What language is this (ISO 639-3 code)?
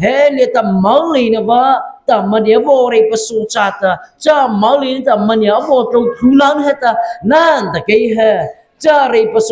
mrh